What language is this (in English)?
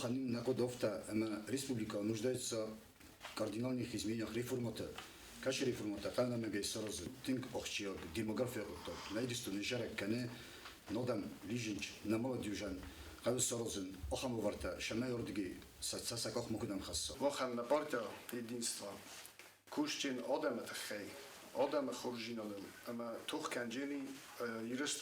Ossetic